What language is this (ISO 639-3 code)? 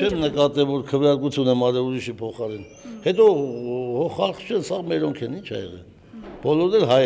hye